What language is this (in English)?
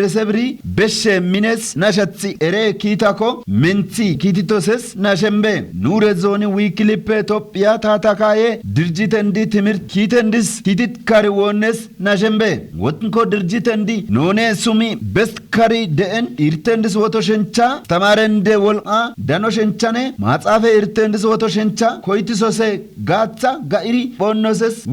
Kafa